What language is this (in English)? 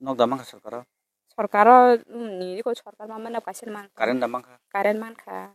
Kok Borok